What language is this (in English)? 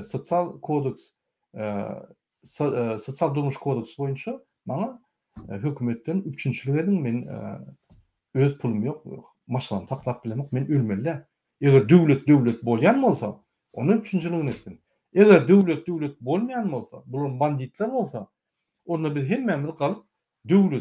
Turkmen